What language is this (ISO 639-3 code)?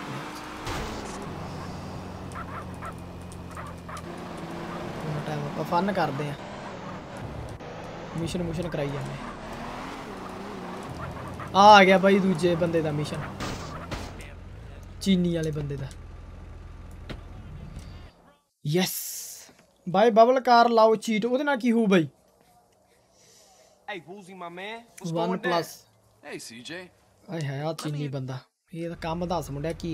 pan